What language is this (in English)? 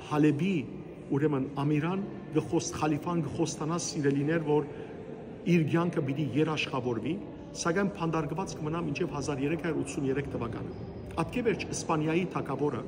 Western Armenian